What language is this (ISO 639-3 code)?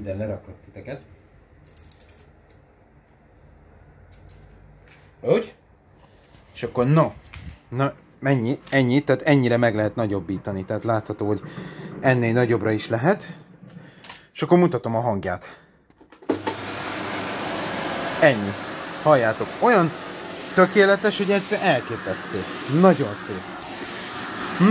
hun